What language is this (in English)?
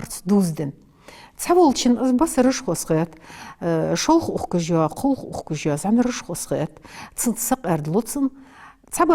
Ingush